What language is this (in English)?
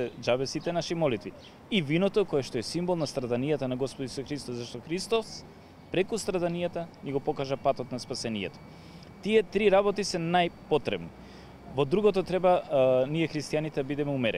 Macedonian